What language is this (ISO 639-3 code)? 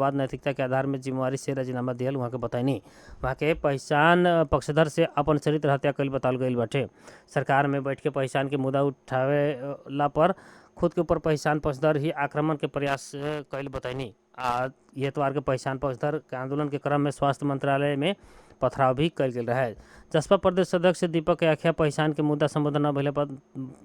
bho